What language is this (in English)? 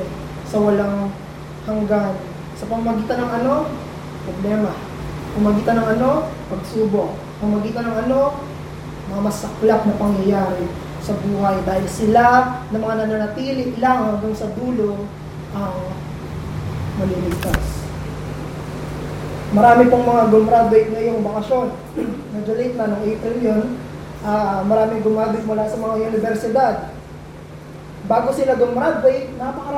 Filipino